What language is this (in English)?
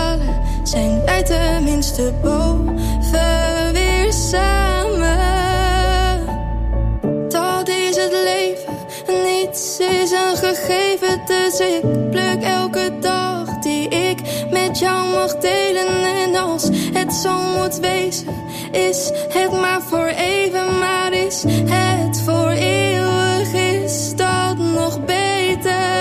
Dutch